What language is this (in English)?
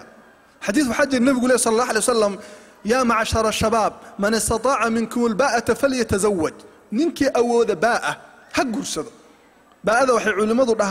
Somali